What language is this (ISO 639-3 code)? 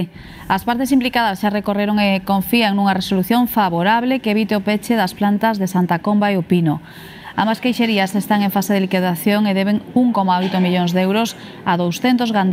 glg